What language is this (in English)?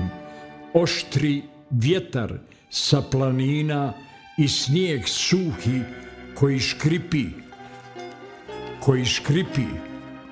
Bosnian